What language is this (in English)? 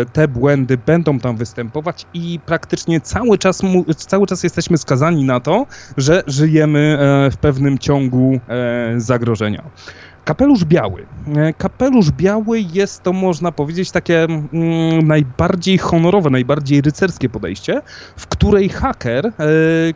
Polish